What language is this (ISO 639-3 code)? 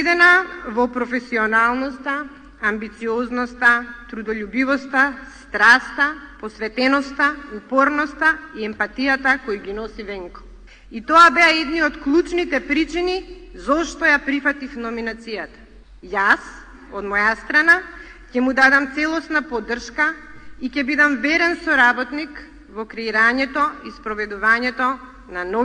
mkd